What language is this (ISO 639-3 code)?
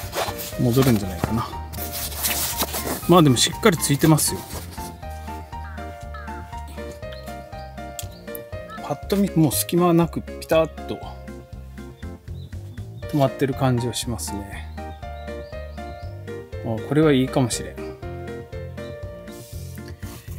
jpn